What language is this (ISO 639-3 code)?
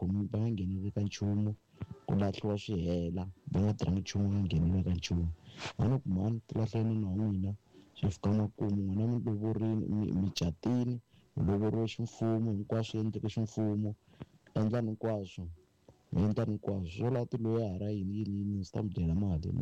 tso